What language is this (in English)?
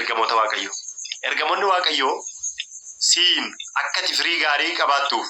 Oromo